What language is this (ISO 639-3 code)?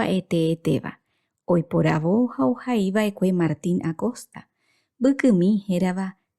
grn